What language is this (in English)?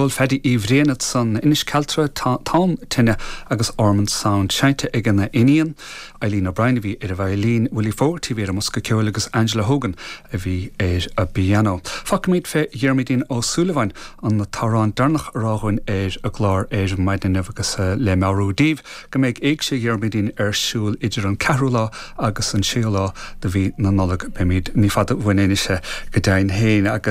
Irish